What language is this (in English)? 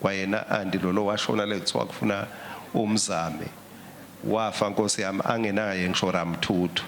Swati